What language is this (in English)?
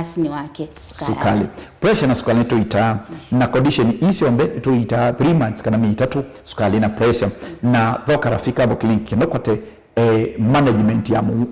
Kamba